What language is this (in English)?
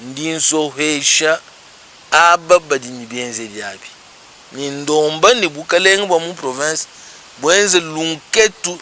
Luba-Lulua